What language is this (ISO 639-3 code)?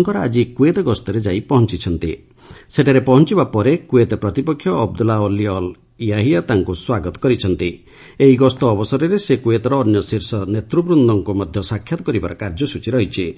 ori